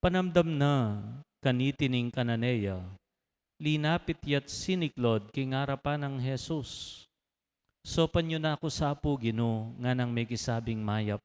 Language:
Pampanga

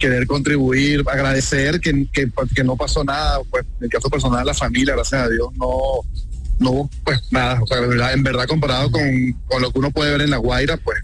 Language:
Spanish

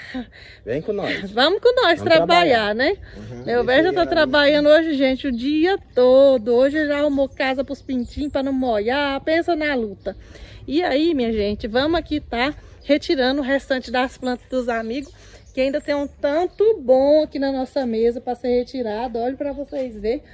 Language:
Portuguese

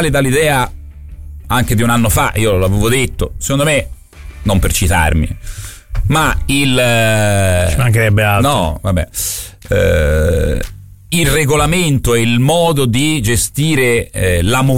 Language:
Italian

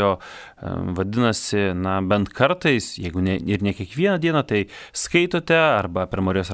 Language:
Lithuanian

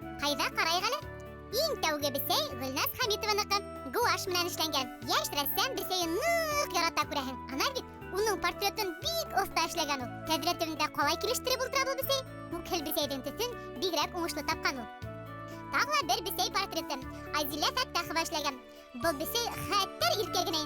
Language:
Bashkir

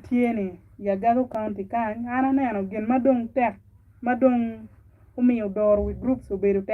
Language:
Acoli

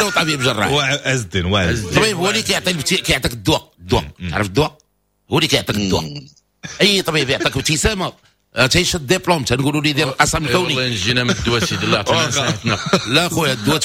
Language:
Moroccan Arabic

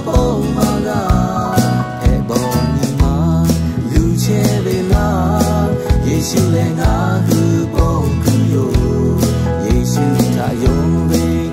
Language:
Lahu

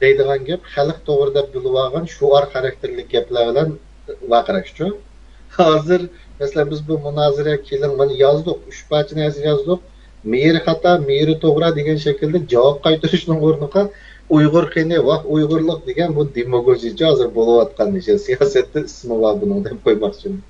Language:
Uyghur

